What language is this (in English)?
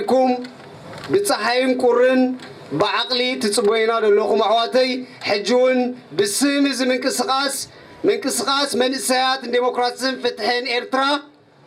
Tigrinya